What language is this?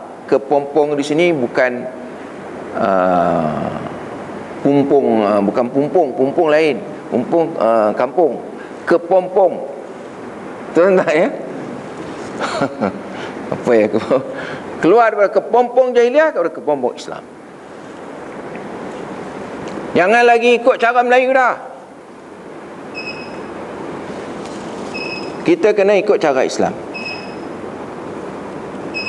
Malay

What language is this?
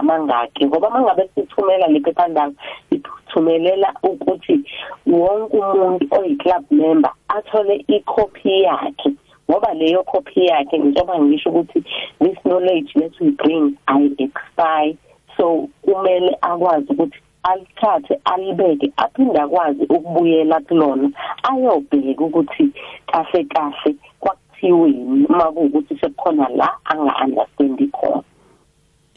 South Ndebele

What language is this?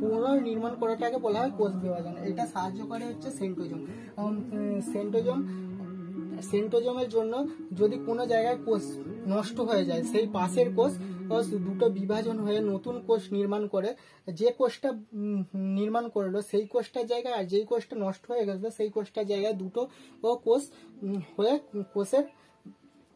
Bangla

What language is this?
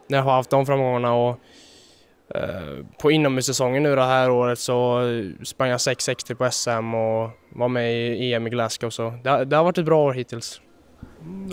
Swedish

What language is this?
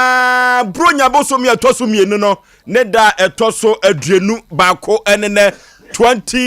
Akan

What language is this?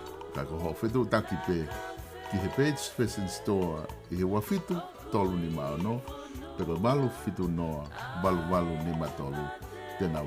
Tongan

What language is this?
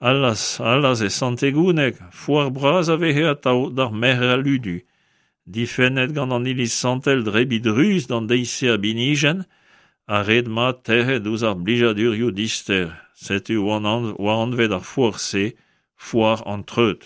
Breton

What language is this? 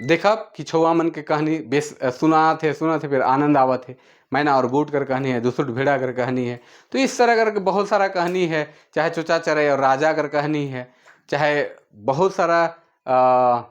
Sadri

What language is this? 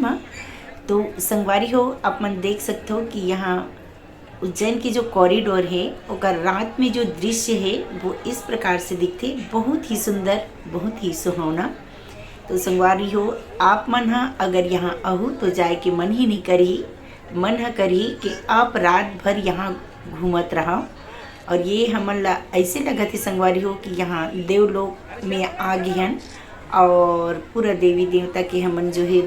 Chhattisgarhi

